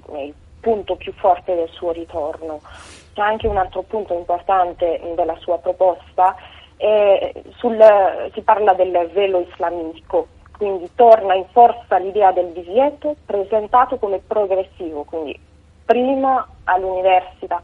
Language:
Italian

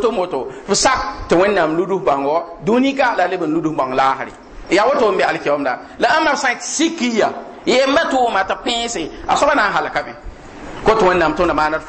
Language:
Mossi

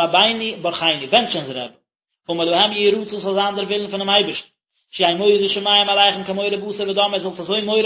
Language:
Yiddish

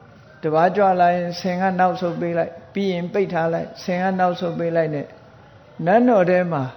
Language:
Burmese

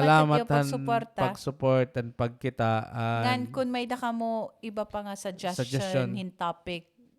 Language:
Waray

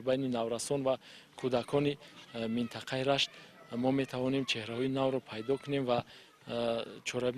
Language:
Tajik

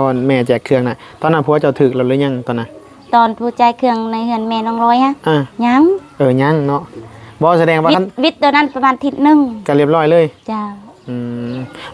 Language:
Northeastern Thai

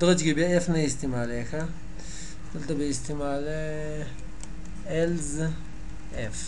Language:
Pashto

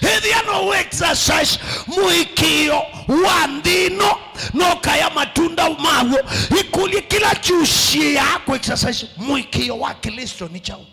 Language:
Kamba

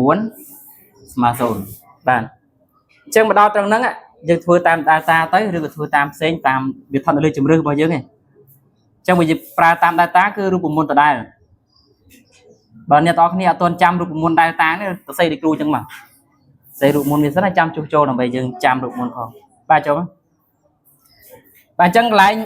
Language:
Khmer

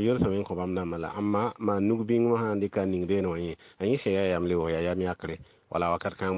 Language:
Mossi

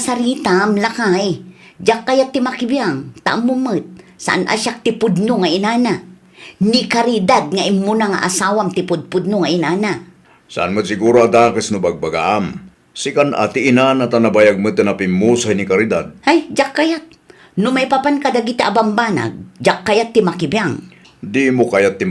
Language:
Iloko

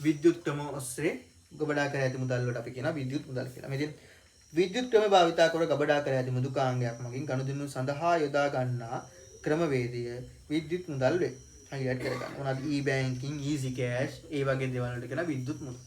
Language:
Sinhala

